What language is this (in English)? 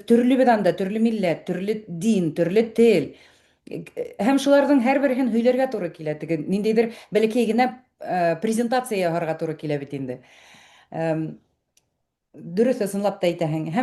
Bashkir